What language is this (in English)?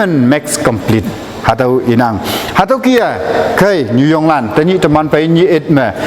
Konyak Naga